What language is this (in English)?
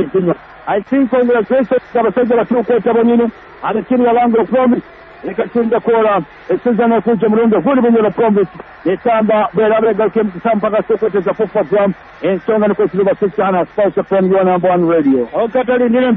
Swahili